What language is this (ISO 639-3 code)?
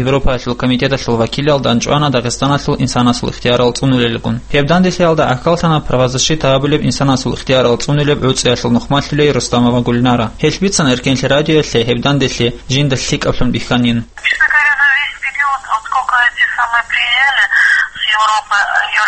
ava